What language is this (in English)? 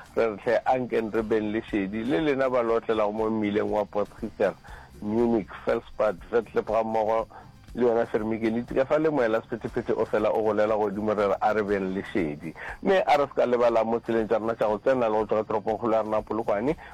Northern Sotho